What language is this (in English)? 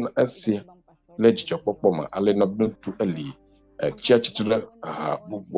Ewe